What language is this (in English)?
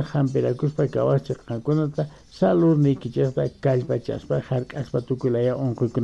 Quechua